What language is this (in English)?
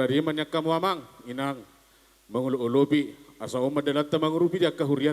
Batak Toba